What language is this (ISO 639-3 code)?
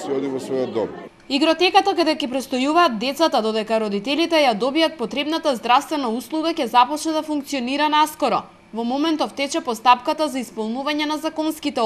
mkd